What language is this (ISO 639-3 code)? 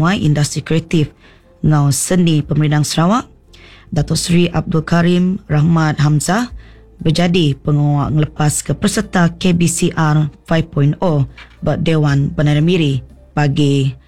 iba